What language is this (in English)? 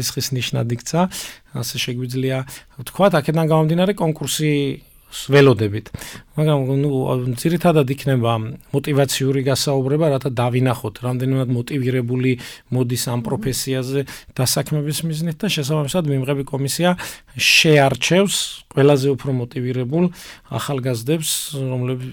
Georgian